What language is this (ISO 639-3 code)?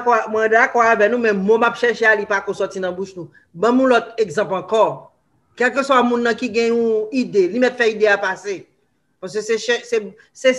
hat